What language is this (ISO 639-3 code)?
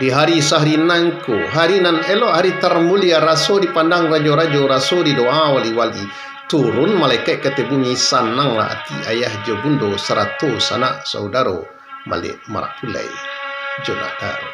min